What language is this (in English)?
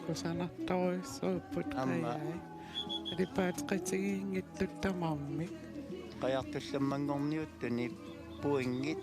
Kalaallisut